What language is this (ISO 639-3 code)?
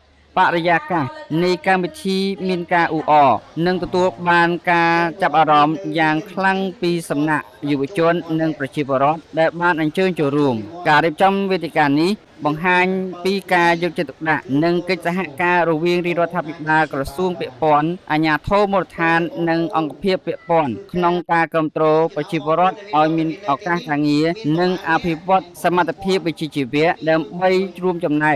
khm